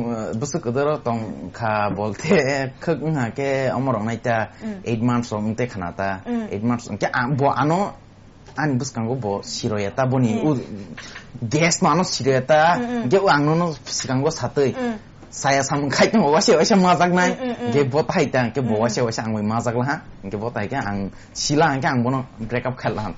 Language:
Kok Borok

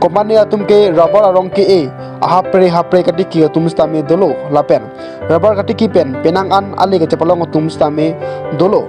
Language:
Karbi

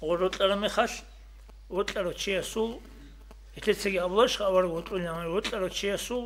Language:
Avaric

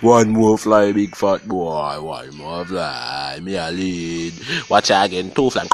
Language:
Jamaican Creole English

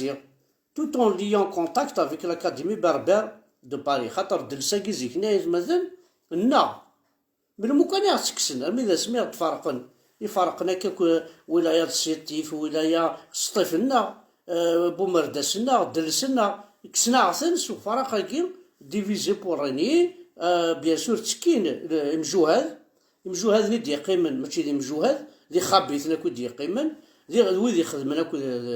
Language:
Kabyle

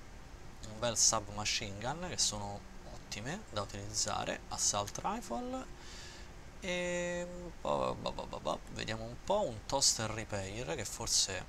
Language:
Italian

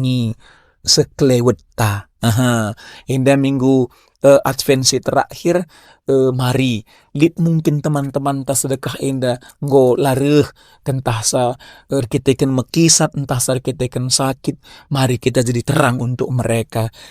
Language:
Batak Karo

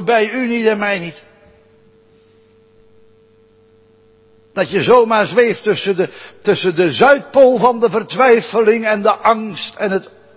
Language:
Dutch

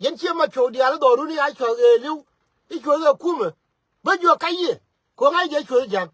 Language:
Nuer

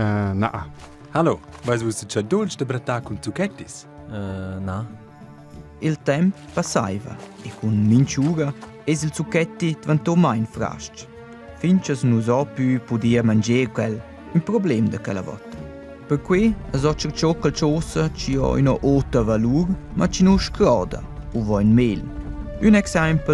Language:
Romansh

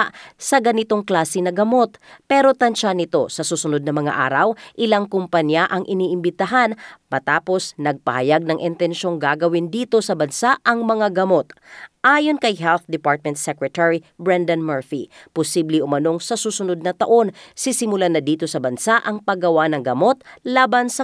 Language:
Filipino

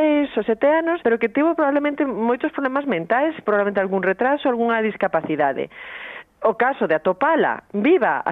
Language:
Galician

